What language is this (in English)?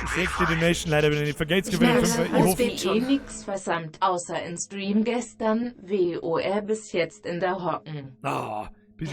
Bavarian